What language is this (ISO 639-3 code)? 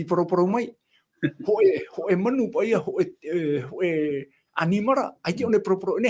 tah